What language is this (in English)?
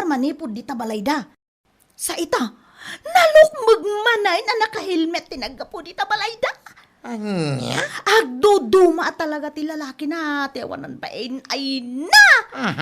Iloko